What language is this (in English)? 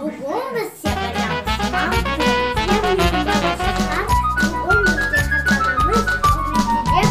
Crimean Tatar